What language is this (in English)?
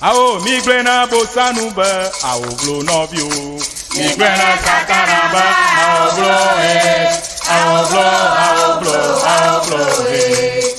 Ewe